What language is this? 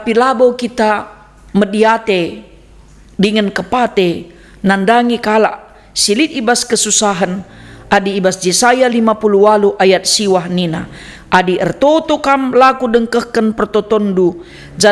Batak Karo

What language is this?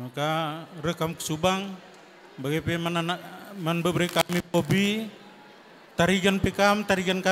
Batak Karo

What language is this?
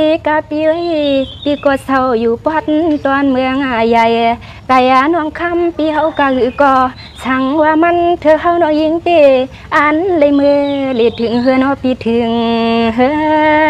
Shan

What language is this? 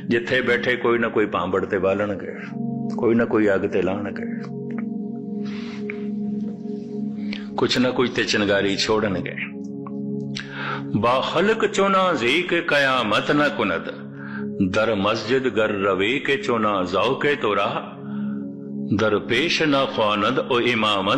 Punjabi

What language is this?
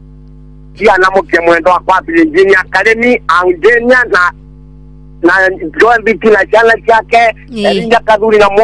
Swahili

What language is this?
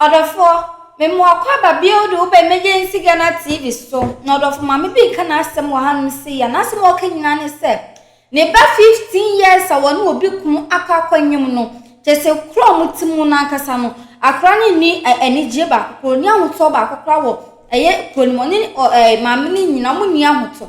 Akan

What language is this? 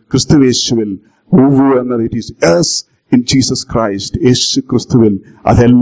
Malayalam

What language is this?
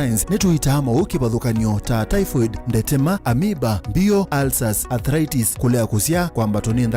Kamba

